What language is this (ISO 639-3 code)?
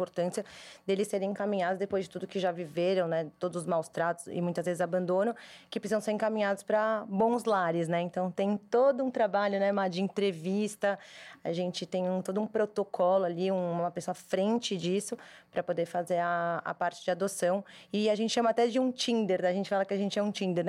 por